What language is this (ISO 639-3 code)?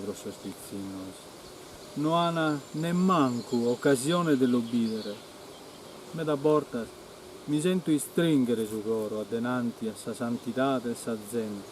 srd